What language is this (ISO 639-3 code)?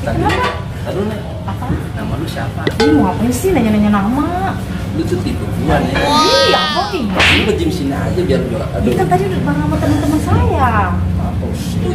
bew